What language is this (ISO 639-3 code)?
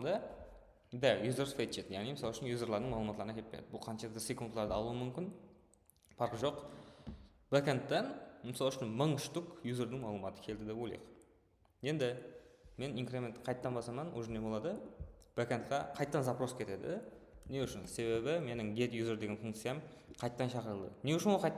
kaa